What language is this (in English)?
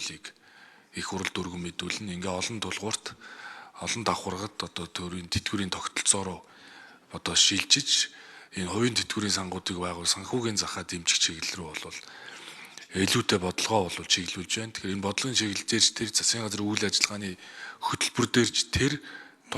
Mongolian